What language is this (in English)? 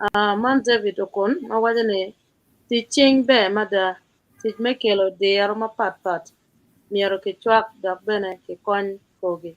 Acoli